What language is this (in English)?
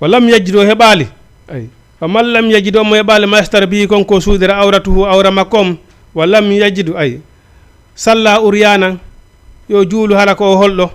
Fula